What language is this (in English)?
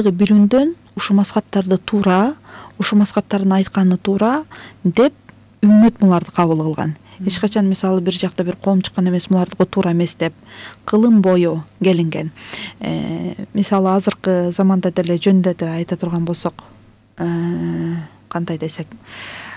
Kyrgyz